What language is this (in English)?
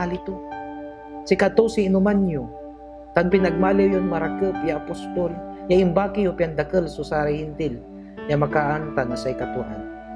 Pangasinan